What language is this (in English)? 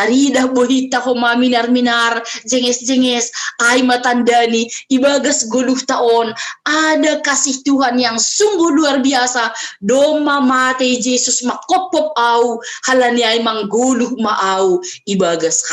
Batak Simalungun